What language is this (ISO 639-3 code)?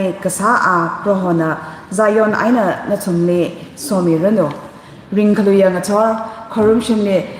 nmf